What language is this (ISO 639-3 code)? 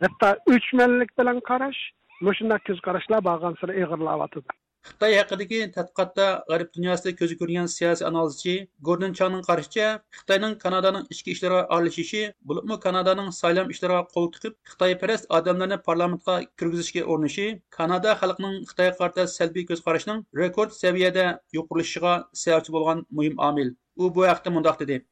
uig